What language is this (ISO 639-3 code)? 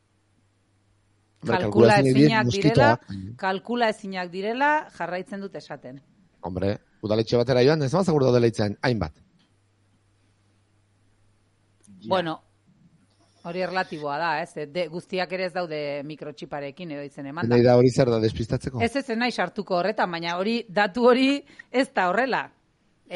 eus